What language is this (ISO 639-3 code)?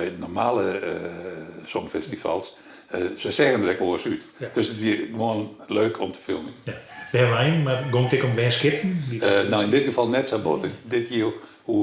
fry